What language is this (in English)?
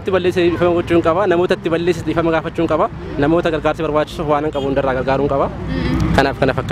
Oromo